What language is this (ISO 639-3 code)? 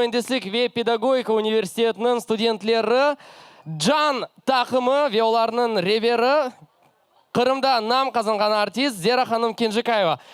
crh